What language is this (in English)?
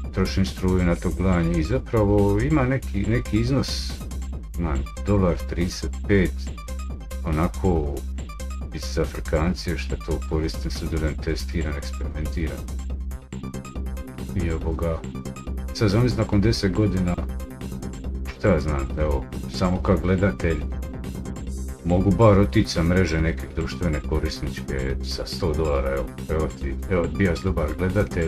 Croatian